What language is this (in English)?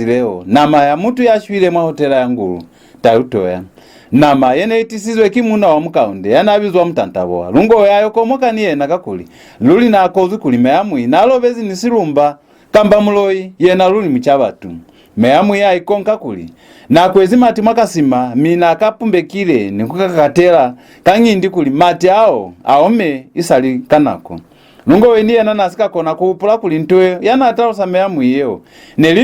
Lozi